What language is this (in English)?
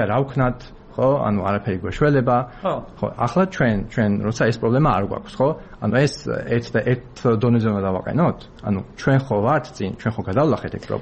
Georgian